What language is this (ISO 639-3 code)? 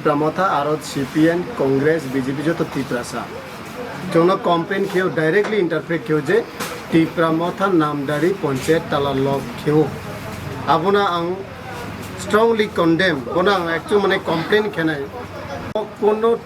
trp